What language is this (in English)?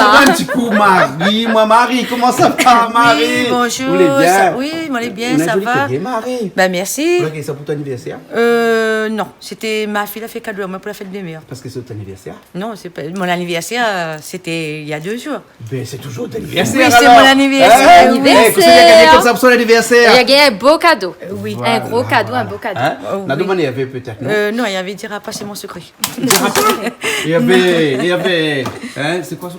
Réunion Creole French